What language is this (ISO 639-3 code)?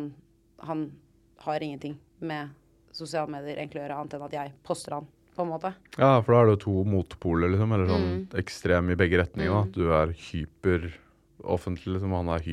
nor